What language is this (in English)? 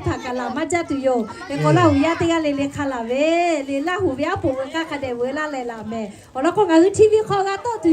Lahu